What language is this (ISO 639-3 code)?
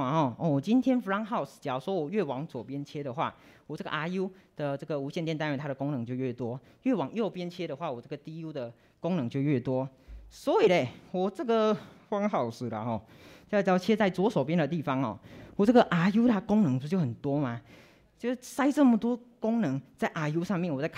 zho